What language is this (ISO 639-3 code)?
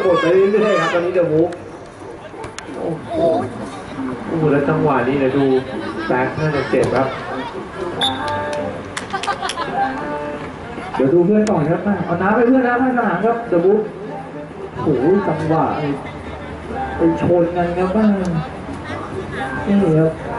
tha